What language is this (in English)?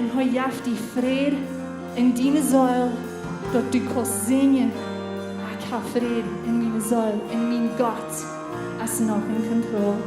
Plautdietsch